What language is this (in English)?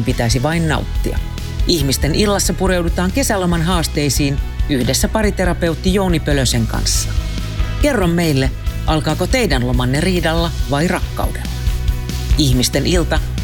Finnish